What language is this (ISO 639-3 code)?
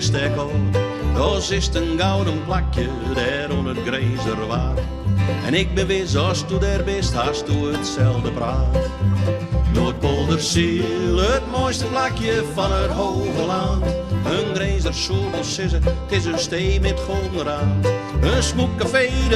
fry